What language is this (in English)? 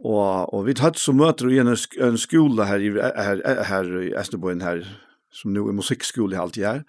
Faroese